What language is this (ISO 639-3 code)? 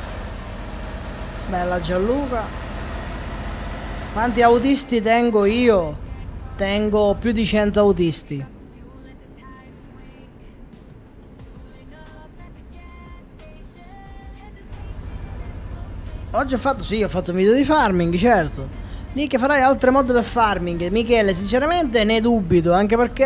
ita